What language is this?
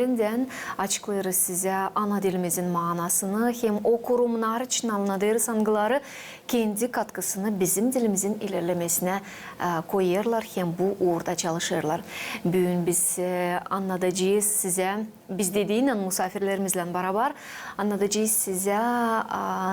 Gagauz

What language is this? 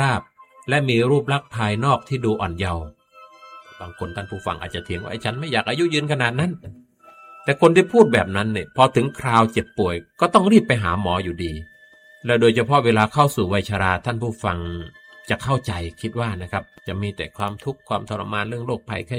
Thai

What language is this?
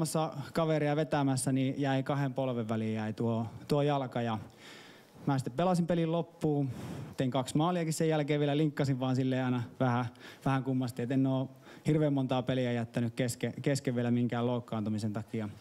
Finnish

